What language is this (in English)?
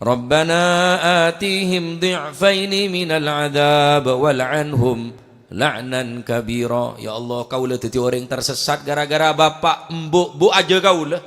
Madurese